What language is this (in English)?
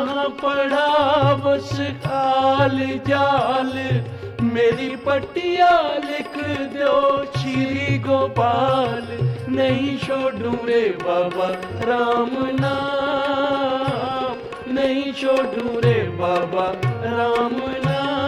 Punjabi